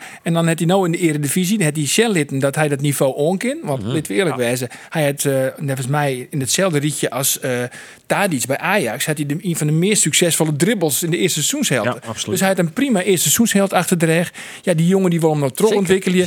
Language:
Western Frisian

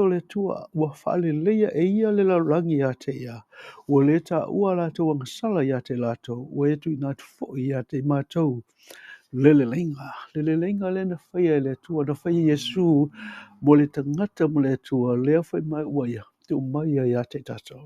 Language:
Samoan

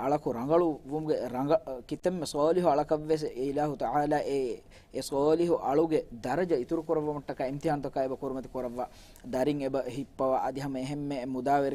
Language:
Divehi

